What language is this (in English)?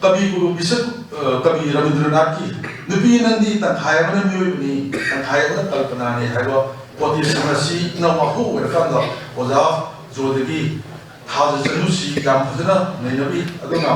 Manipuri